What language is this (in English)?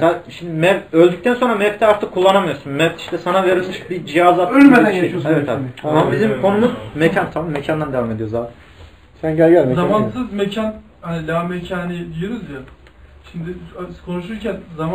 Turkish